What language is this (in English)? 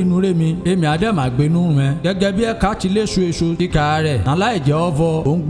Yoruba